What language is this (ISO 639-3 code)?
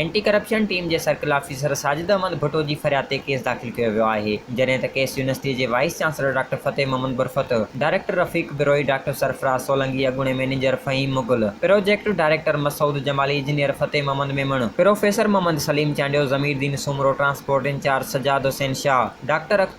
snd